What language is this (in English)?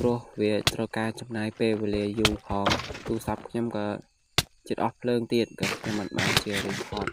Khmer